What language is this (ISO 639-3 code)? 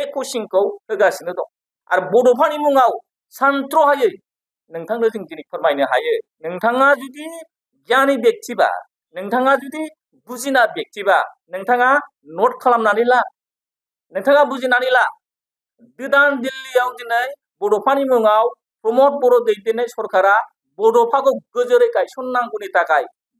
brx